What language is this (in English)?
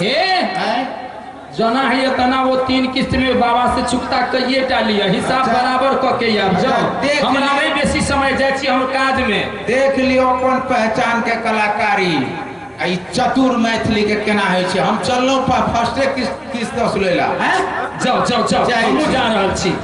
Maithili